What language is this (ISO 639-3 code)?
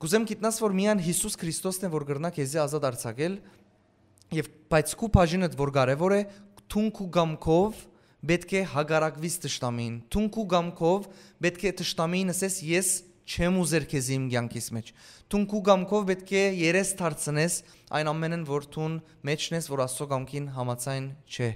hyw